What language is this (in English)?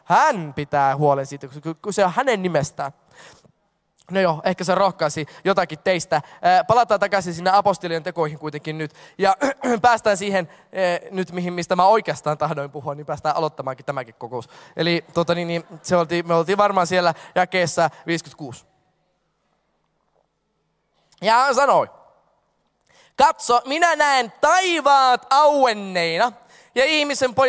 Finnish